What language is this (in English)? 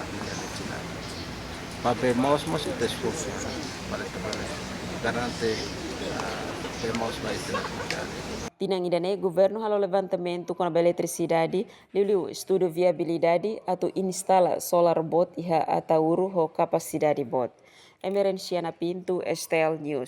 Tetum